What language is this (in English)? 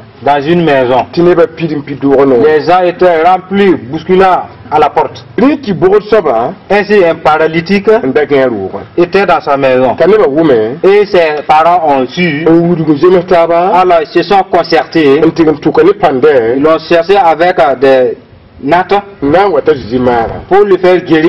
Mossi